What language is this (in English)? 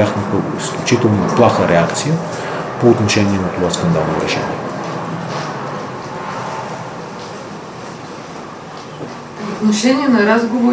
Bulgarian